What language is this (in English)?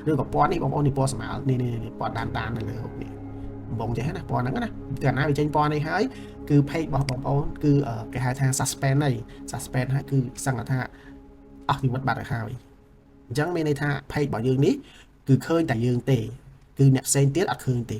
Khmer